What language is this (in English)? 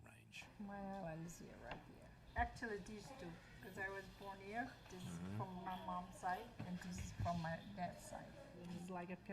Marshallese